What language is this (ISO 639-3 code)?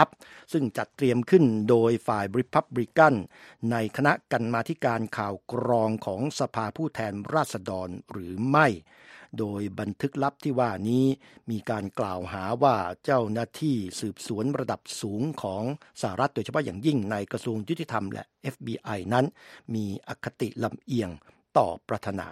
tha